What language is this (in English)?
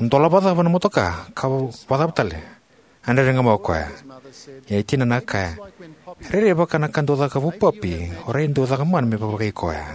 Fijian